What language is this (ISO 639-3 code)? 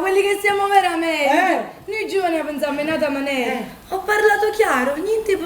nap